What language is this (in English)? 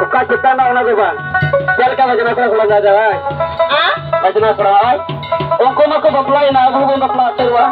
Santali